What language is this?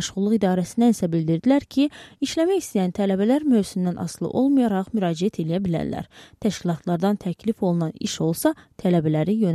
Azerbaijani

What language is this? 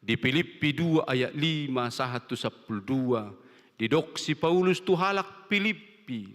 Batak Toba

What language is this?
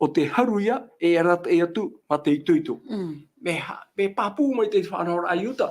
Tahitian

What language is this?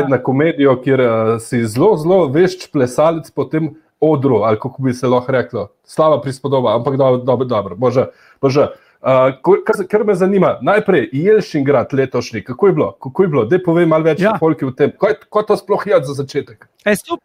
Slovenian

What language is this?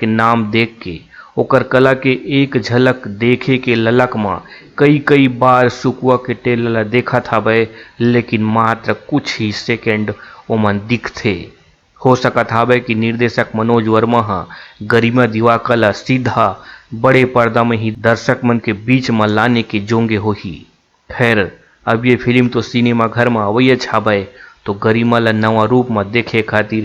Chhattisgarhi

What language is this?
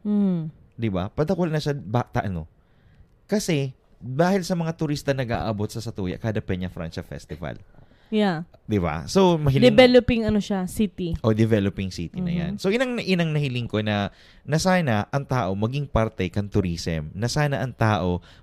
Bikol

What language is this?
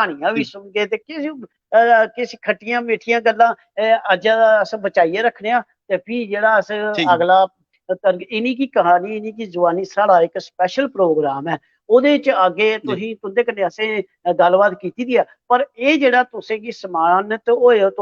Dogri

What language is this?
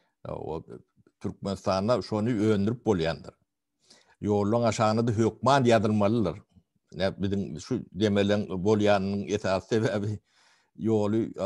Turkmen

